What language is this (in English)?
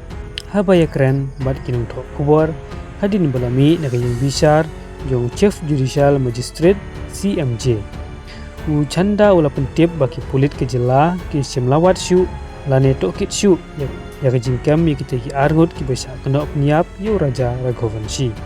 Khasi